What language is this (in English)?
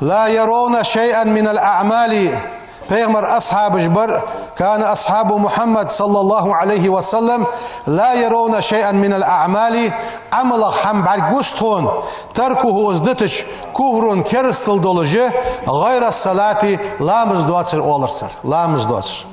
Ingush